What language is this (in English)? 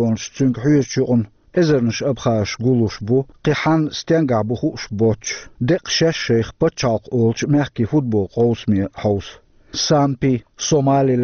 Chechen